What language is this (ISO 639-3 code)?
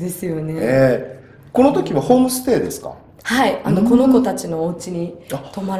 jpn